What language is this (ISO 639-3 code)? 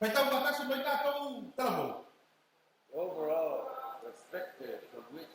smo